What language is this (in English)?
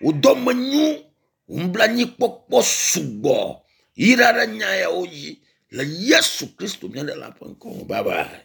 Ewe